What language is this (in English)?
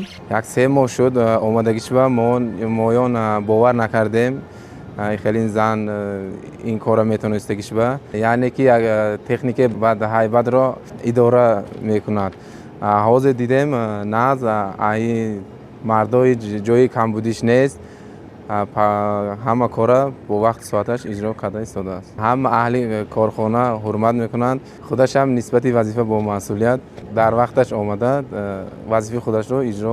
Tajik